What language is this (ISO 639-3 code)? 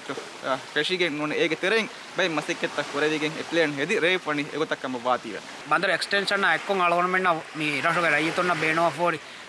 div